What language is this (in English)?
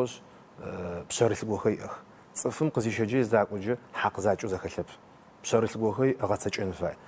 Adyghe